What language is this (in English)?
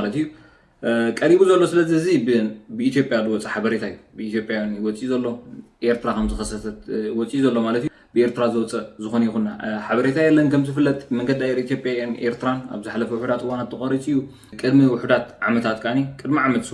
Tigrinya